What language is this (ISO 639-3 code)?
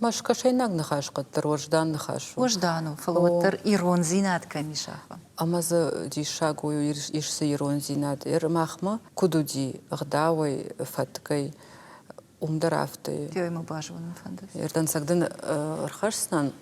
oss